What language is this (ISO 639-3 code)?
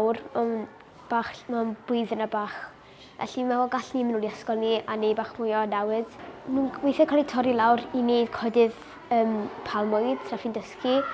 cym